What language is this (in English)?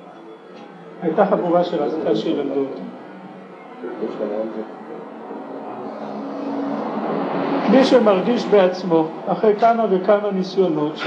Hebrew